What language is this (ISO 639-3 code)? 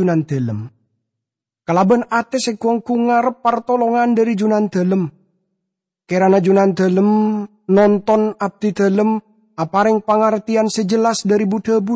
mad